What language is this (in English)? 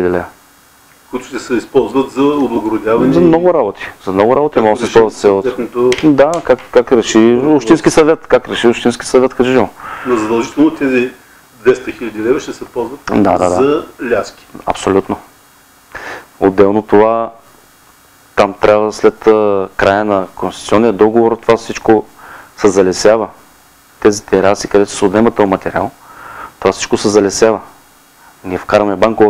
Bulgarian